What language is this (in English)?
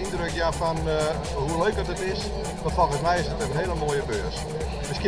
Western Frisian